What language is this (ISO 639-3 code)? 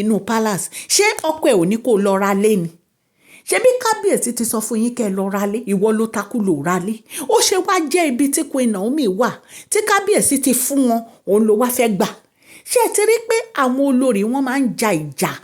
yor